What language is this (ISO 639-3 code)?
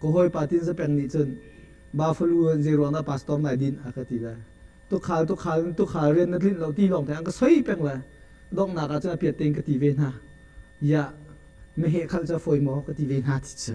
cnh